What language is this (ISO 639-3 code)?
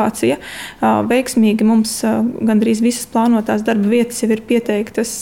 lav